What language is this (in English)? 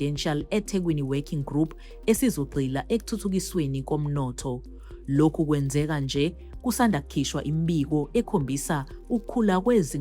Zulu